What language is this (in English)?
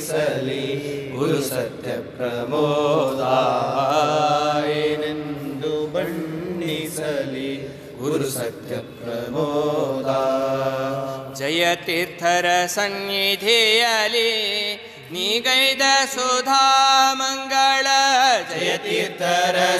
Kannada